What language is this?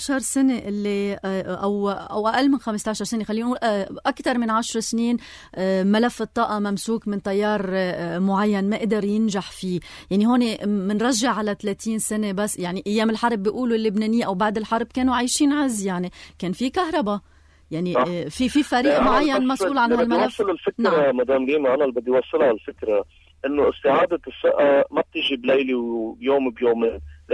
North Levantine Arabic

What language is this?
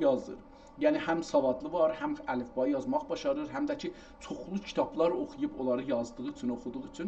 South Azerbaijani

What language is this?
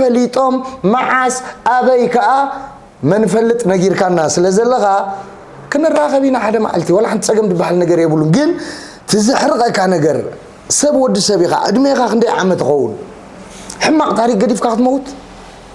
Tigrinya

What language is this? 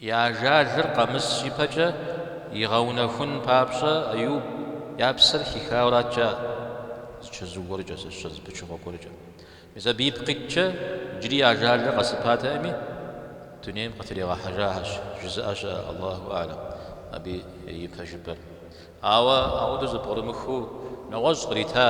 Kabardian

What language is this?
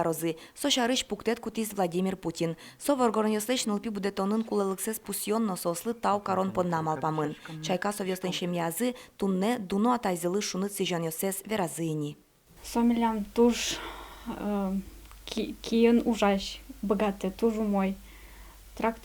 Udmurt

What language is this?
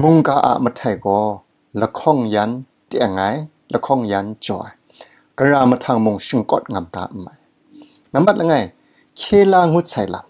Kachin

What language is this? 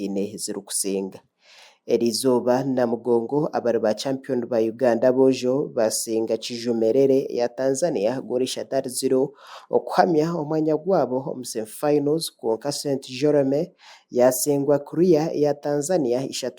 Nyankole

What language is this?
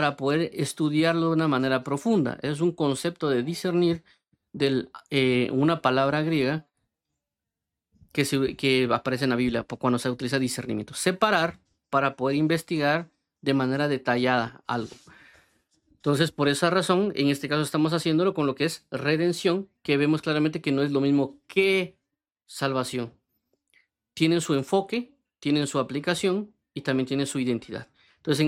Spanish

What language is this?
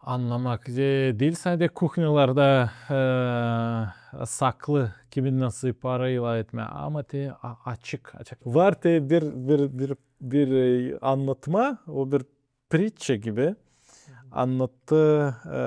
Gagauz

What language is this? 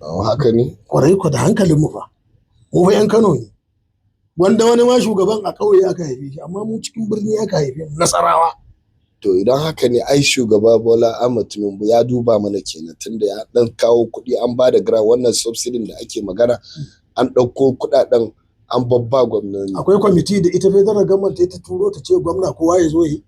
Hausa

